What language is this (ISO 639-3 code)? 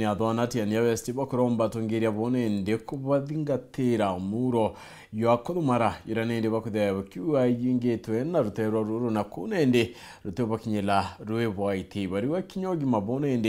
mer